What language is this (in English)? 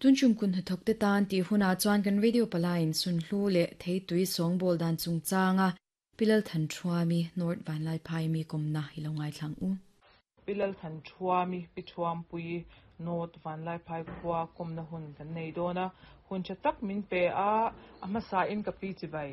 Mizo